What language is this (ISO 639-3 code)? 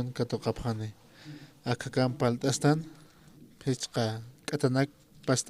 aym